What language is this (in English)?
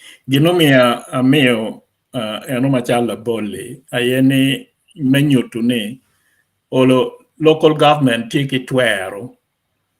Acoli